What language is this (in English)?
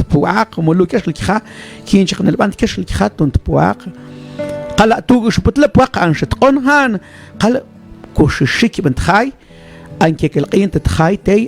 Mam